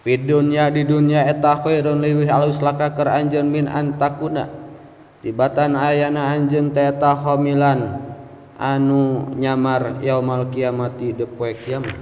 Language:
Sundanese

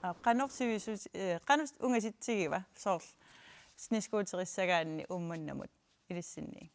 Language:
Kalaallisut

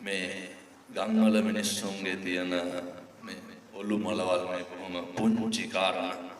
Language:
Sinhala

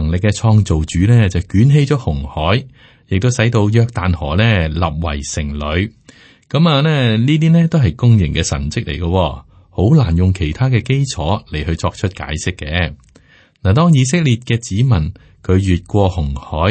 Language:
Cantonese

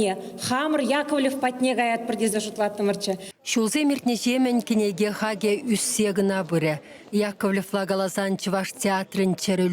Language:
Chuvash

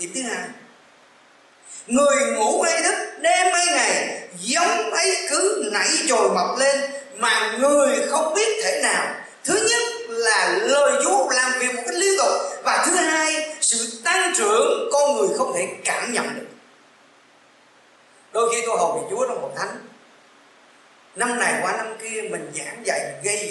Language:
Vietnamese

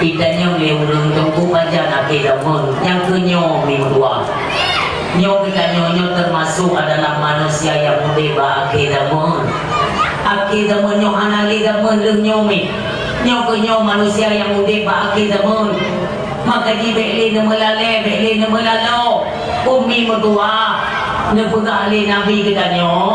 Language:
Achinese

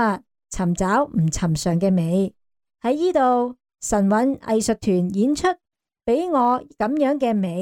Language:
Cantonese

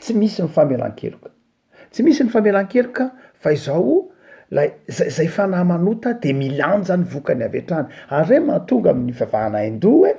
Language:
Malagasy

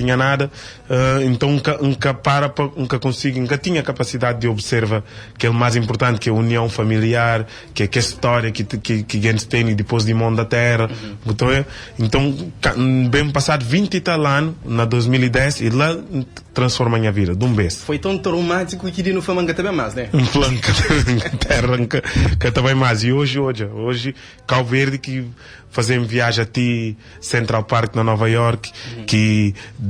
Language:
Kabuverdianu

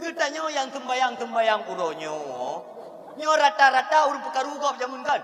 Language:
Achinese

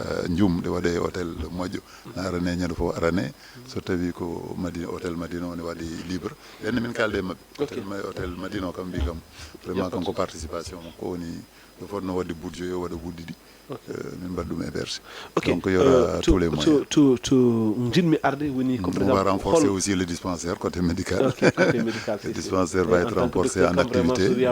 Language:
Fula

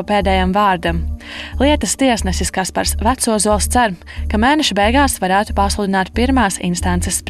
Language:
Latvian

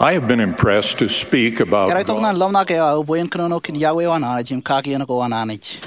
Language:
Marshallese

